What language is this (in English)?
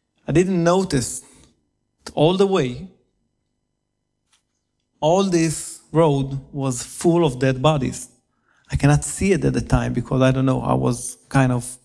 English